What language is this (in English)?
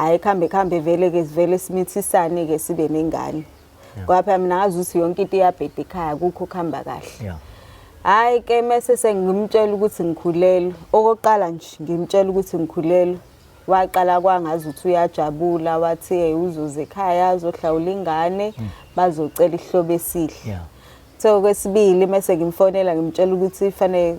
Zulu